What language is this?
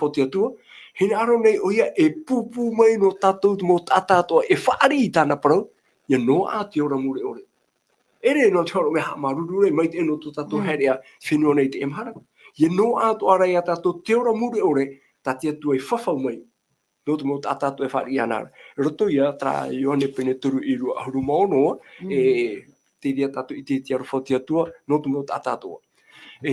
Tahitian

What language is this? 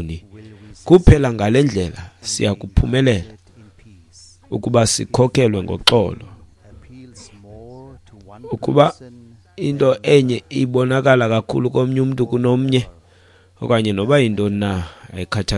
Xhosa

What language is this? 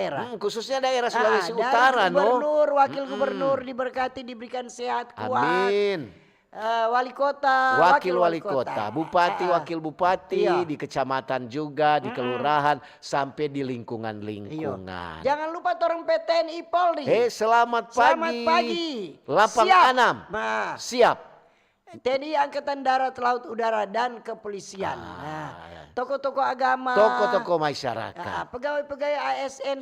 Manado Malay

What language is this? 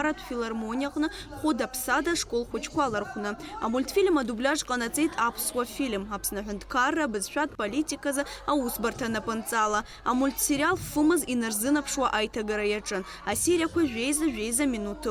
Abkhazian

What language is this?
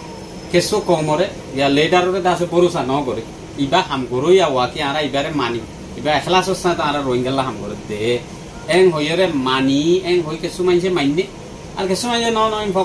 Rohingya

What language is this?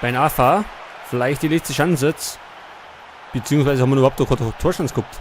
Bavarian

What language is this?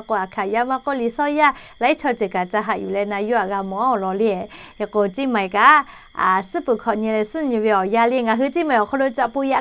Lahu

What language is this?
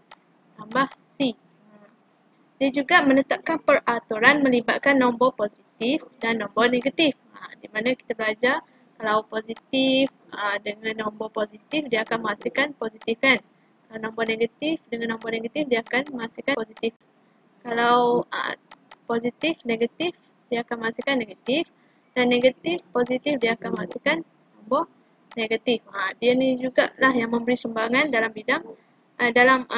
Malay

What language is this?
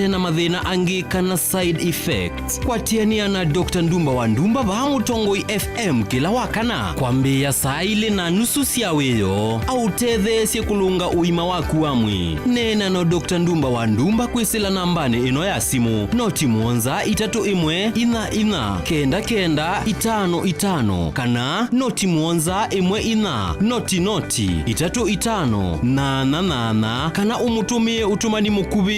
Kamba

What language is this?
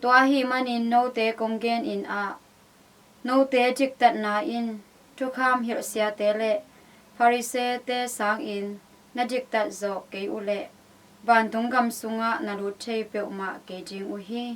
Tedim Chin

